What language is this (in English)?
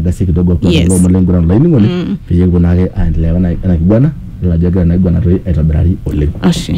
Masai